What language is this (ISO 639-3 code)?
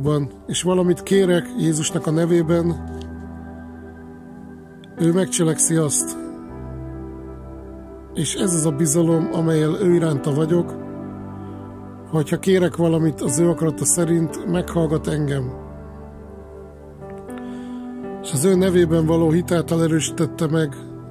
hun